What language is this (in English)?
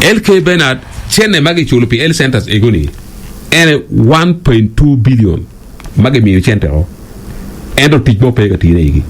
Acoli